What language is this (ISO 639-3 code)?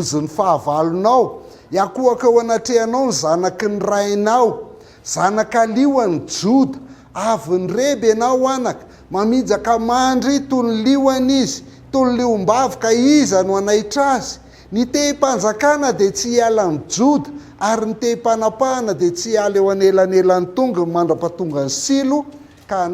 mlg